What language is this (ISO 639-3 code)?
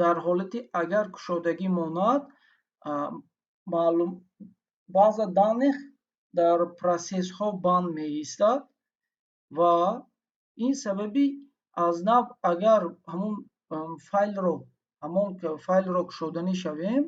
tgk